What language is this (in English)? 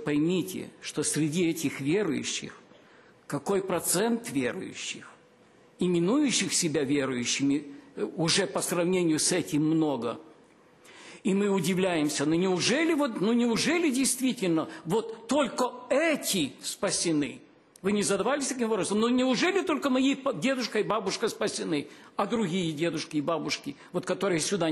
Russian